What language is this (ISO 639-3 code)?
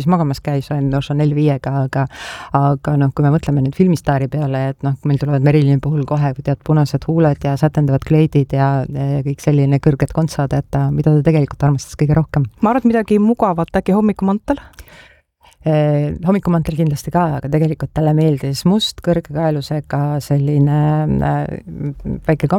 est